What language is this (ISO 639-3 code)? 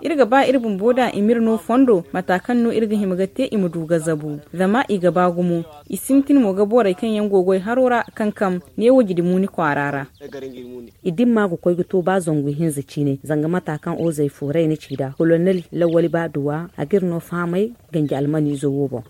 dje